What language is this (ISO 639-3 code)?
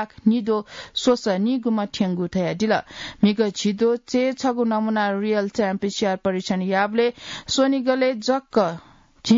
new